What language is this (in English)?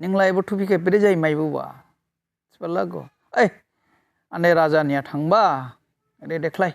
Dimasa